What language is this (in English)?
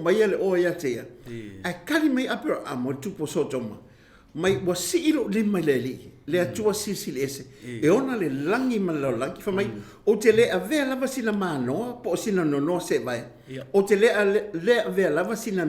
Samoan